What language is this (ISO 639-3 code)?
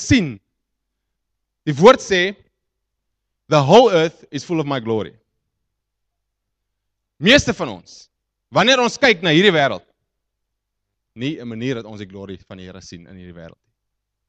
afr